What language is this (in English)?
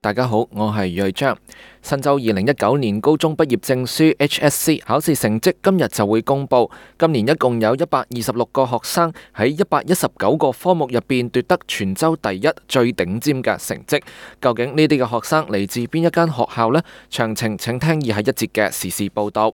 Cantonese